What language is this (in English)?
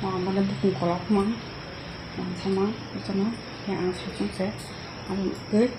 Kok Borok